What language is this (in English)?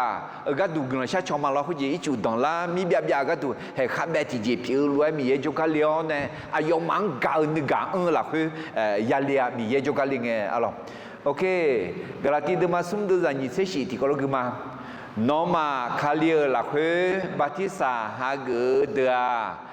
Akha